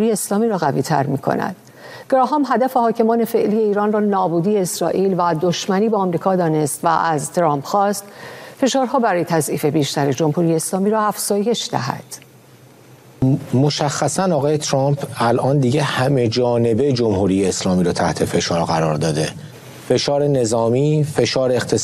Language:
Persian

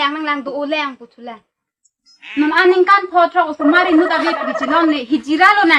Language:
Karbi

